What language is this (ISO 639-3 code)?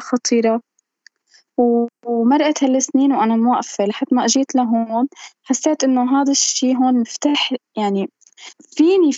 apc